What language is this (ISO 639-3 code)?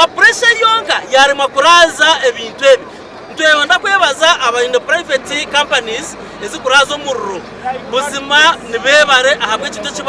nyn